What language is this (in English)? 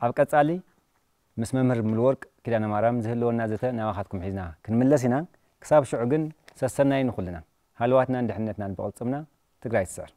Tigrinya